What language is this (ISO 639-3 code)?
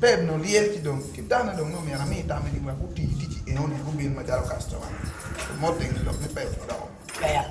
ach